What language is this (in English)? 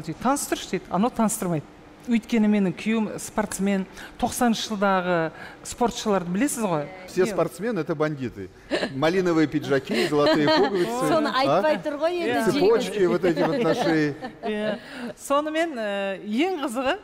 Kazakh